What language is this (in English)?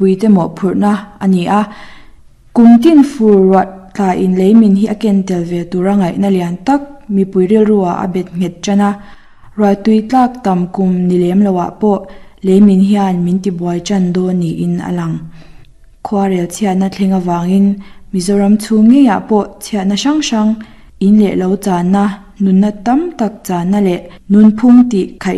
Mizo